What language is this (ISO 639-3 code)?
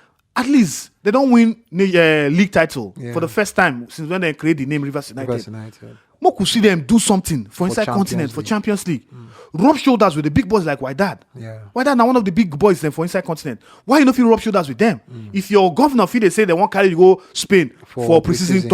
pcm